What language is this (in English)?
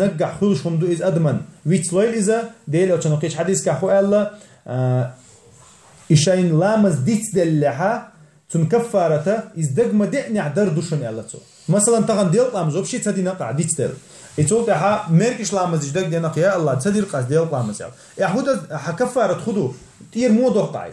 Chechen